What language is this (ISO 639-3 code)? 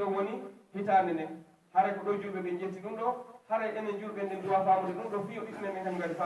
ful